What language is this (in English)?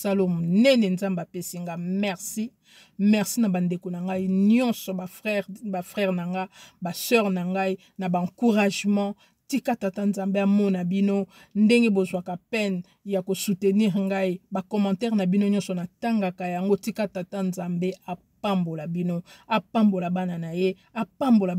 Lingala